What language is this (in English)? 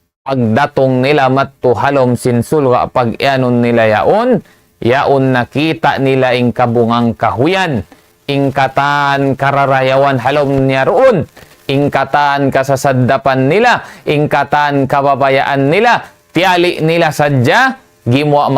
Tausug